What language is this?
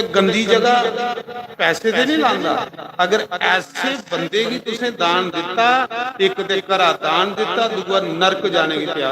Dogri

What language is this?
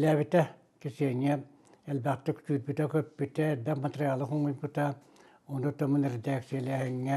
Yakut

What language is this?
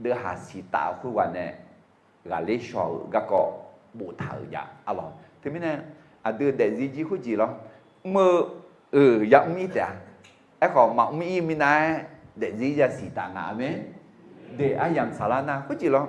Akha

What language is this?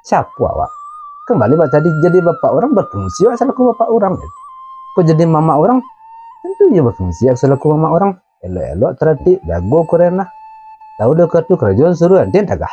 Minangkabau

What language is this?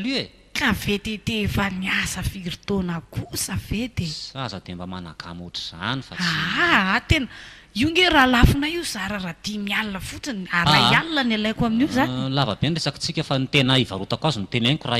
Malagasy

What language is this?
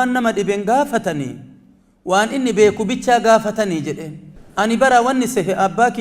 Oromo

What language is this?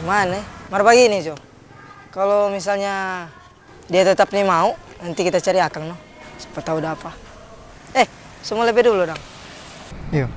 Manado Malay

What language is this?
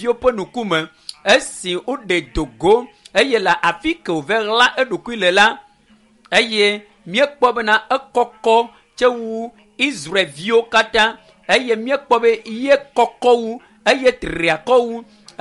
Ewe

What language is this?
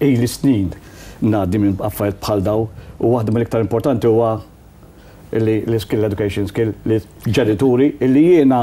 Maltese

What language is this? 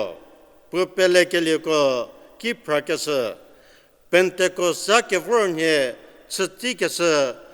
Angami Naga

